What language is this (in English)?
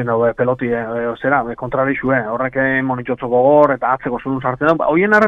Basque